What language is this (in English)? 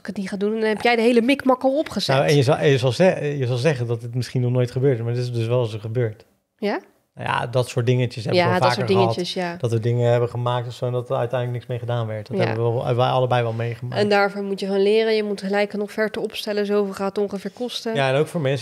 Dutch